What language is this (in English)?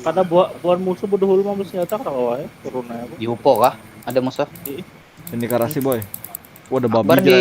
Banjar